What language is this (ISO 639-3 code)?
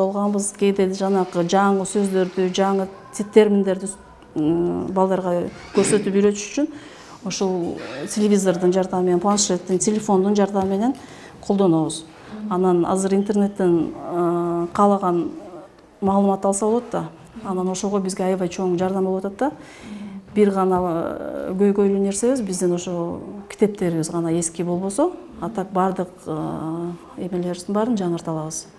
kir